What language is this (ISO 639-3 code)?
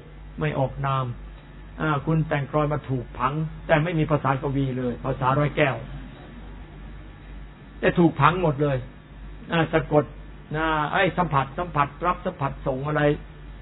tha